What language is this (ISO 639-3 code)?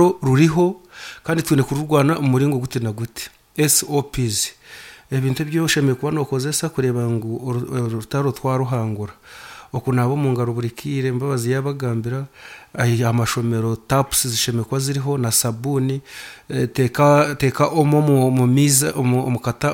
nyn